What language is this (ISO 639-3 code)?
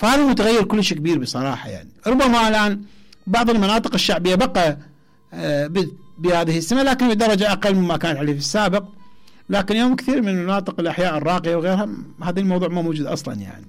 acm